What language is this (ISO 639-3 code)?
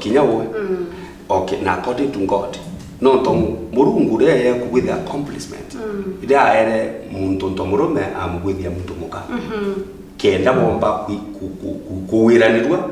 mer